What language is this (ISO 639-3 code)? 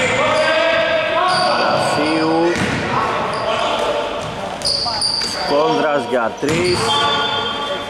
ell